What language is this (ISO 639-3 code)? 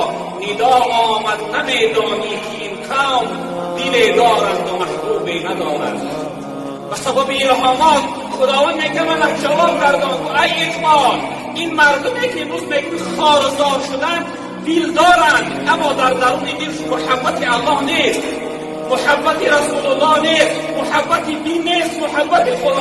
tgk